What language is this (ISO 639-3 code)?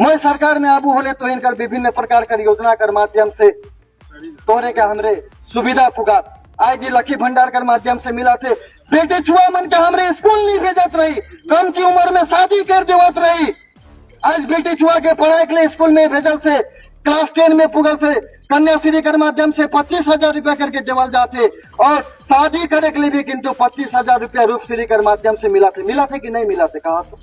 sck